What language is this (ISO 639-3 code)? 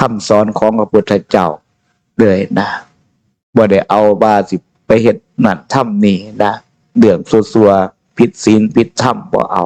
tts